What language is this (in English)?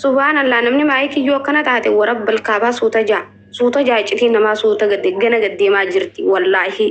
Oromo